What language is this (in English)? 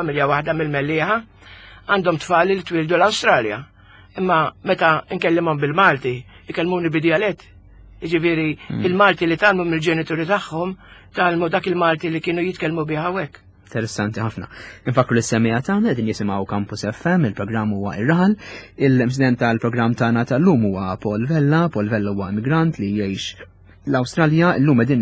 Maltese